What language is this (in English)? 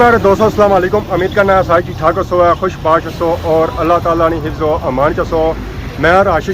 Pahari-Potwari